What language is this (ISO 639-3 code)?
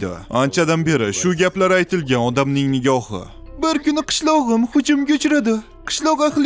uzb